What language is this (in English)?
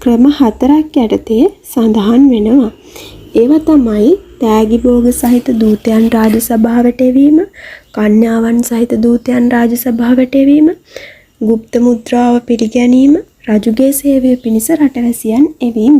Sinhala